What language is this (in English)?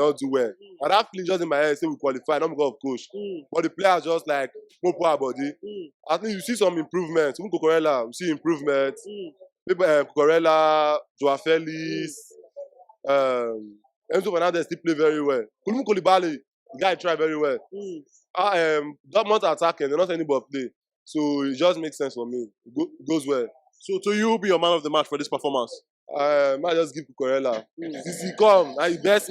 Nigerian Pidgin